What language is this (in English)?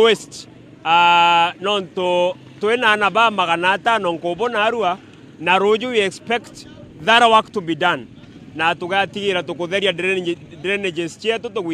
Meru